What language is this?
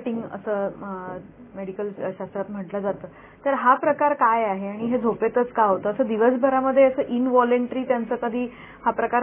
Marathi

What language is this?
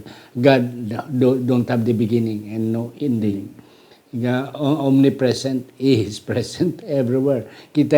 Hiligaynon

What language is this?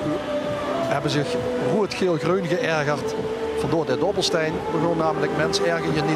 Limburgish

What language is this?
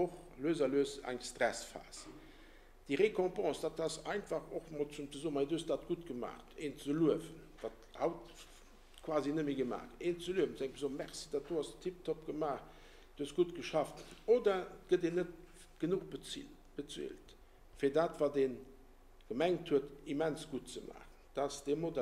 Luxembourgish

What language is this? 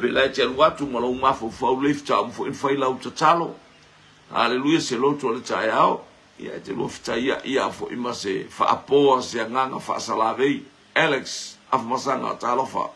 Samoan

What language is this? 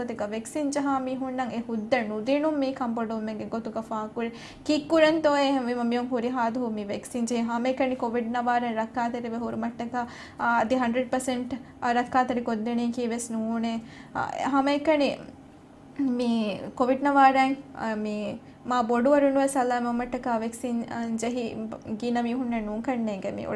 Divehi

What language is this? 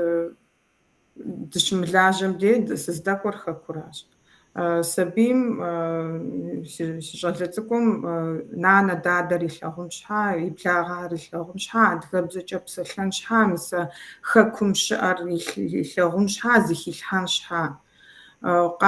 Kabardian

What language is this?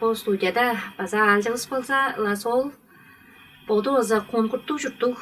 Tuvinian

